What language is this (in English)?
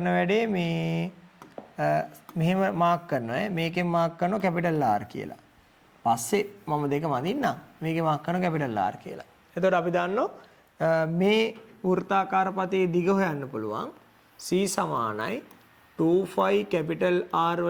Sinhala